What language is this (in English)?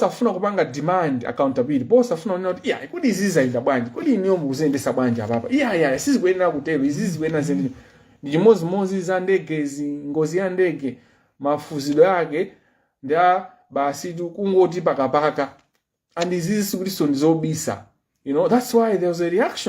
Nyanja